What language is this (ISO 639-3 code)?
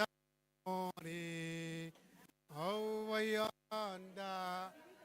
gil